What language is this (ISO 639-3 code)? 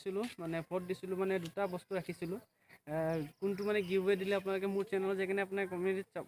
asm